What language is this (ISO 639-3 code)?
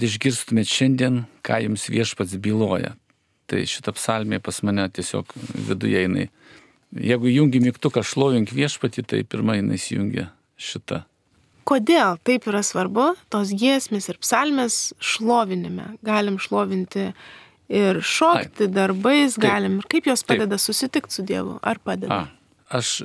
lit